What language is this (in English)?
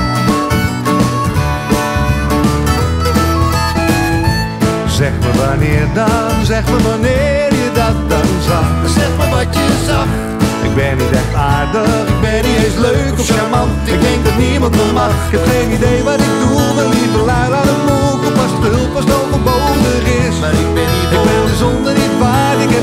Dutch